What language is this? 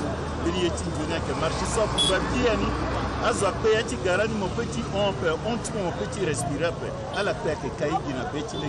Sango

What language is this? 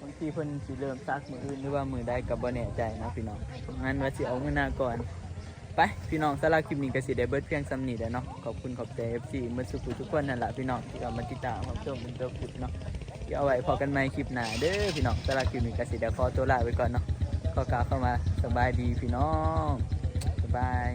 Northeastern Thai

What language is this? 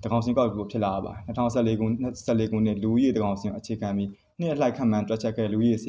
Burmese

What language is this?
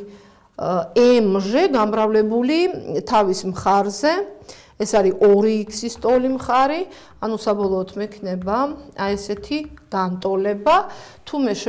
Georgian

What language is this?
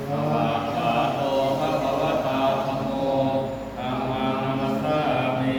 Pali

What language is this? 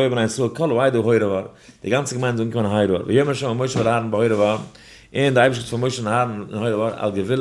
Yiddish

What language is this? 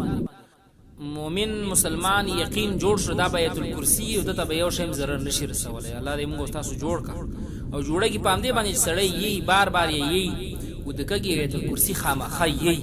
Pashto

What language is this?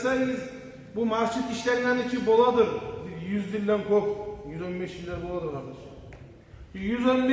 Kumyk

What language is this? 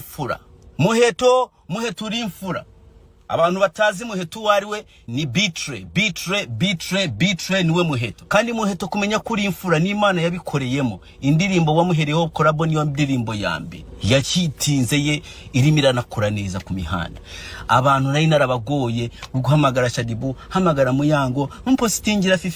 Kinyarwanda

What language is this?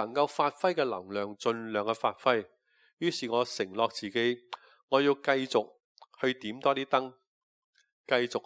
Cantonese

